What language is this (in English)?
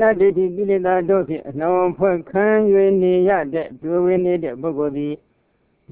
Burmese